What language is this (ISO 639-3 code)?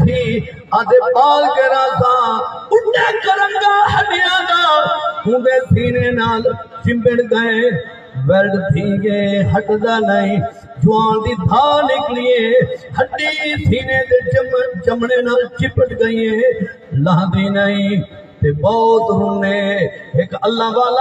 skr